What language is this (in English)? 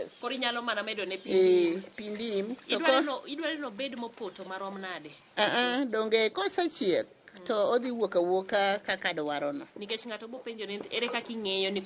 Luo (Kenya and Tanzania)